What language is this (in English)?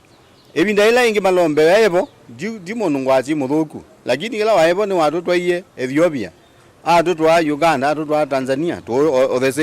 Kamba